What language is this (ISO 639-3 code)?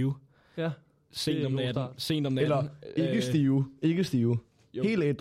dan